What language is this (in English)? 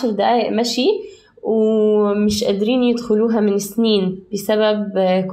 North Levantine Arabic